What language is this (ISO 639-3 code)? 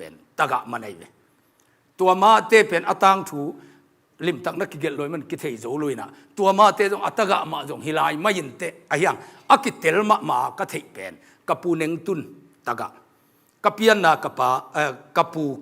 ctd